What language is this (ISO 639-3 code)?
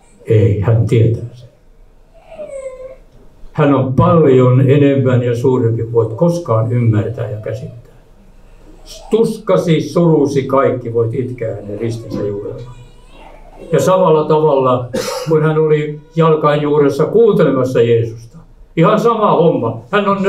fin